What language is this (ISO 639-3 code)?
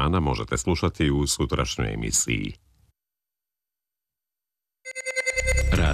srp